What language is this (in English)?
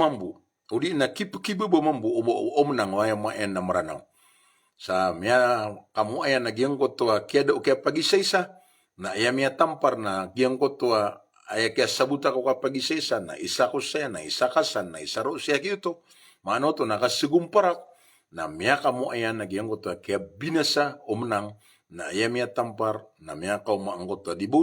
Maranao